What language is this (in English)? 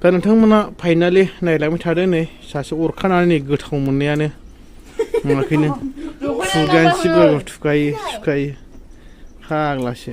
Bodo